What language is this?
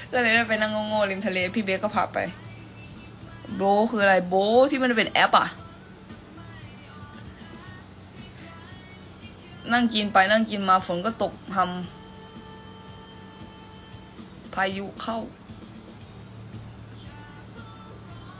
Thai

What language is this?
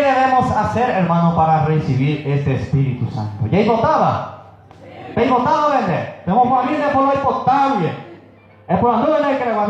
Guarani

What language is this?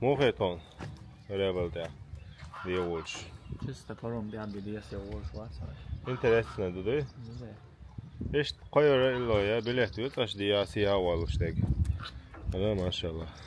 Chechen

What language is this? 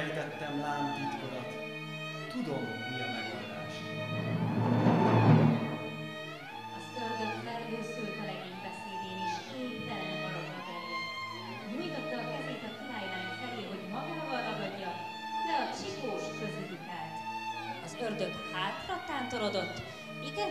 Hungarian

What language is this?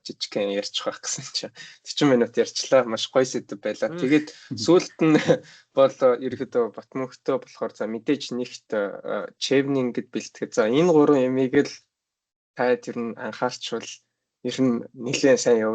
Mongolian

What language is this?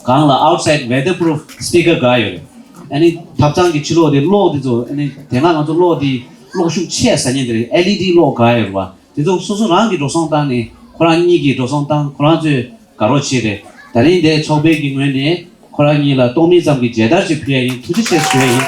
Tibetan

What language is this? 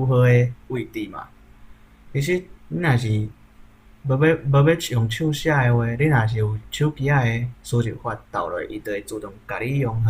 Min Nan Chinese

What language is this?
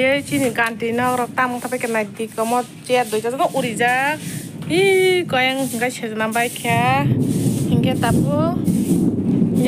Kok Borok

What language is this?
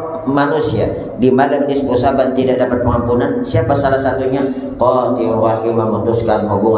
Banjar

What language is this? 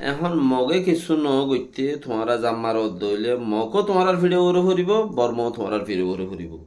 Rohingya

